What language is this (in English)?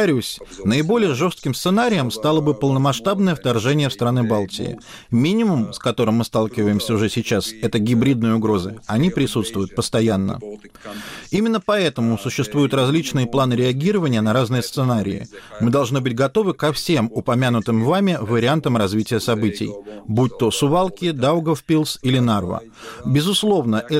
Russian